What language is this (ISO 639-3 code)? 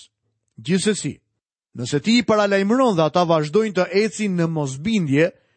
sqi